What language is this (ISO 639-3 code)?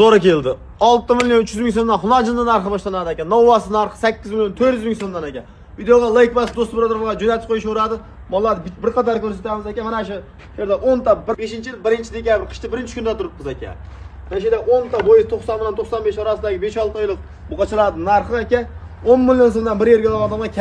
uzb